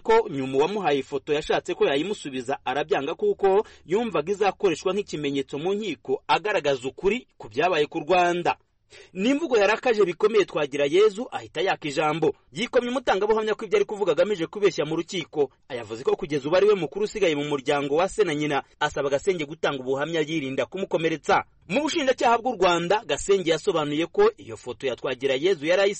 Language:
Kinyarwanda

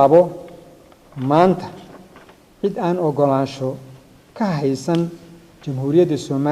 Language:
Somali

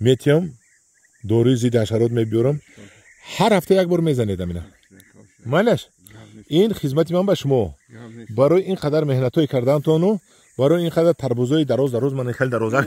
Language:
Tajik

